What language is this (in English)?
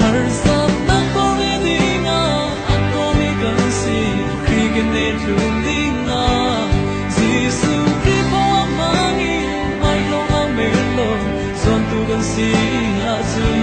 Falam Chin